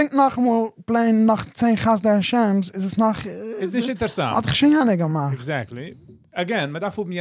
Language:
Yiddish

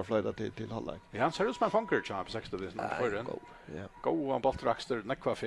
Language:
Faroese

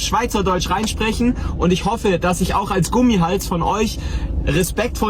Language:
Swiss German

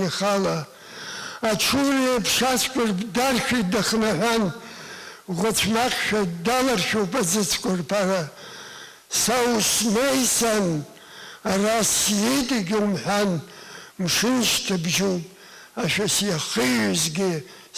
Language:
Abkhazian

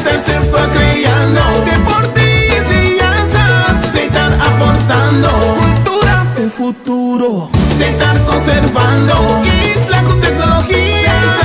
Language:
Papiamento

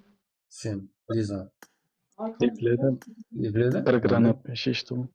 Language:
Kara-Kalpak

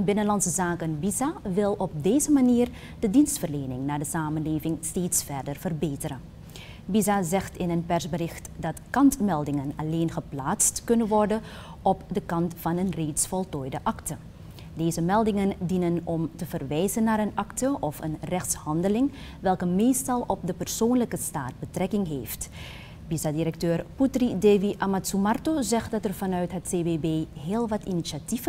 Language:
Dutch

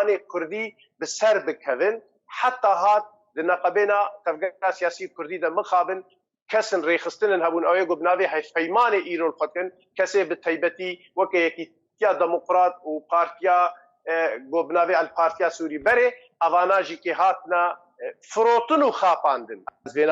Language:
Kurdish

